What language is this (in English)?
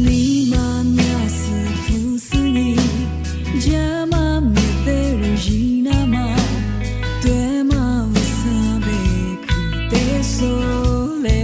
Lisu